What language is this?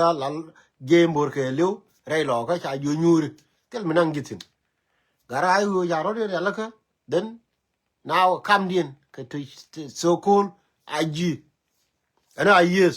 Nuer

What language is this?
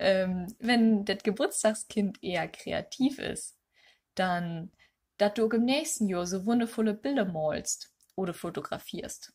Low German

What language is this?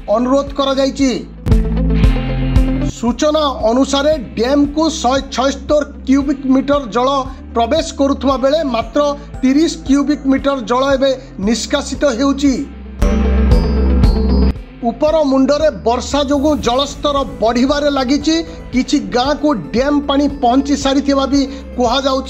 Odia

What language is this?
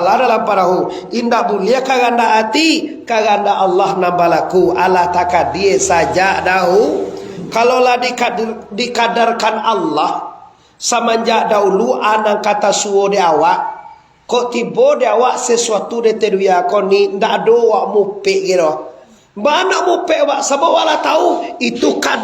Minangkabau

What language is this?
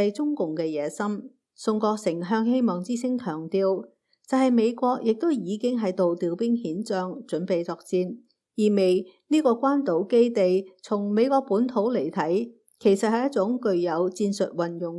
Cantonese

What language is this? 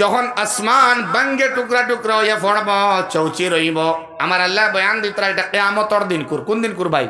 Sylheti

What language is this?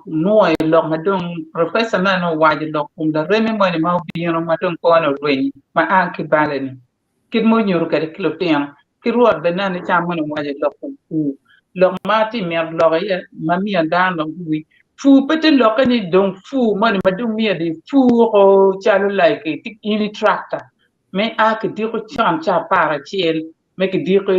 Acoli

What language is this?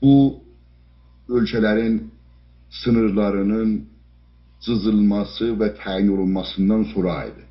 South Azerbaijani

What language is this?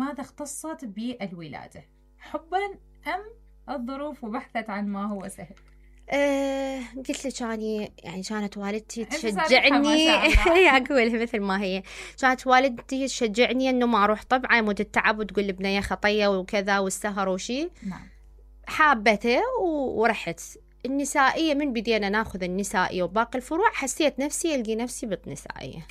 Mesopotamian Arabic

